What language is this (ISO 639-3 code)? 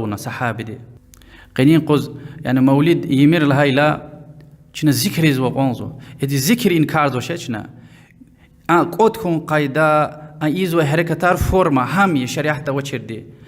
lez